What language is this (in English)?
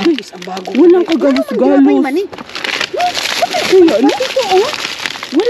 Filipino